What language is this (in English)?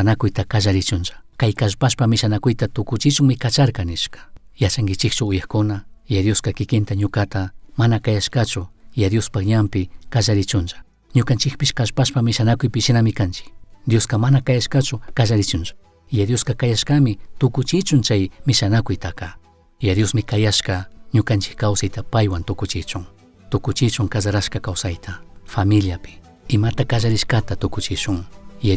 Chimborazo Highland Quichua